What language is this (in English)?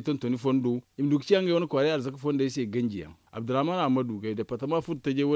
Zarma